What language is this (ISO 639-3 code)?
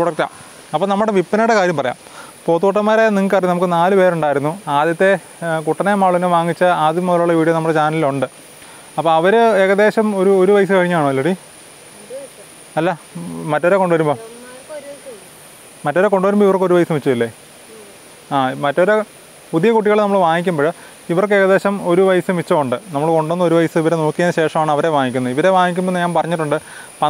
mal